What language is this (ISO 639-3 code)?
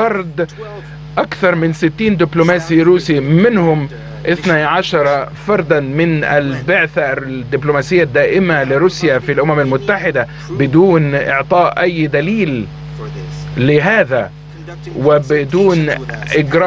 ara